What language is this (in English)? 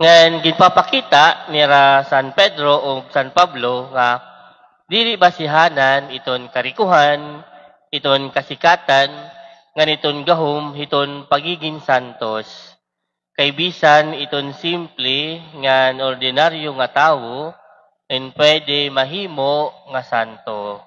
Waray